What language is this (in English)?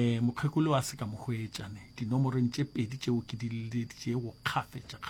Northern Sotho